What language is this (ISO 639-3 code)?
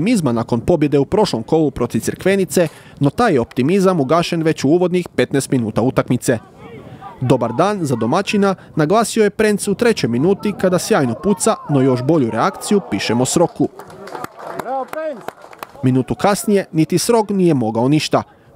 hrv